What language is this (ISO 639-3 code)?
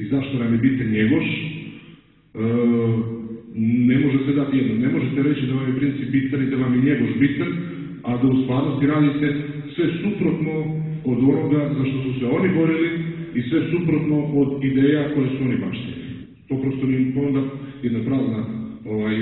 srp